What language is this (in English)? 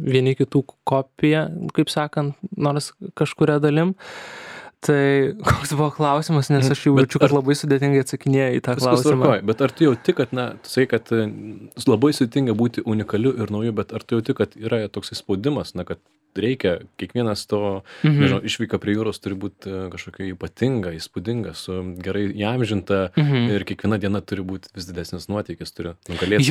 Lithuanian